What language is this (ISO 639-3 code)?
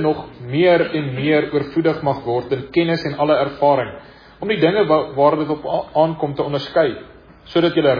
afr